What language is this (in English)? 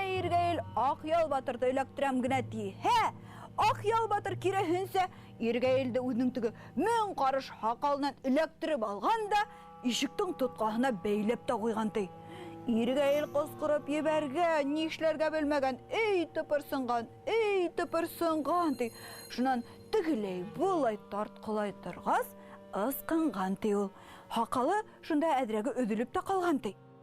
Bashkir